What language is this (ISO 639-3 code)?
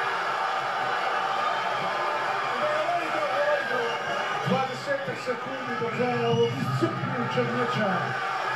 hrv